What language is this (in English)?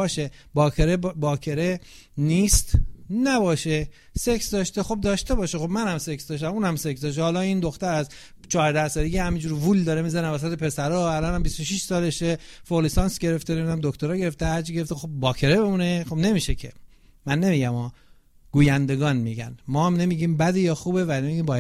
Persian